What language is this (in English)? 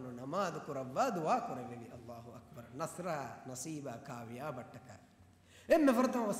Divehi